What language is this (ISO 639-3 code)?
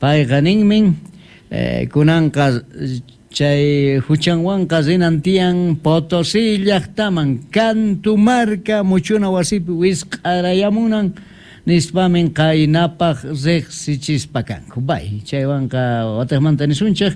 quh